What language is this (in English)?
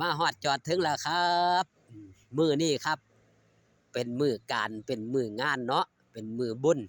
Northeastern Thai